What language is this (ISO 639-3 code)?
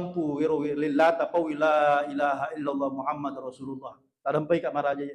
bug